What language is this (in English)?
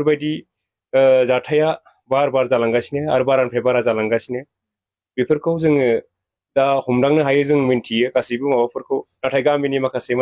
Bodo